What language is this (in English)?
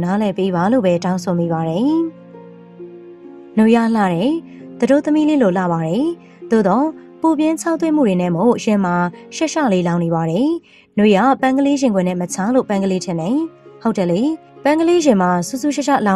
Burmese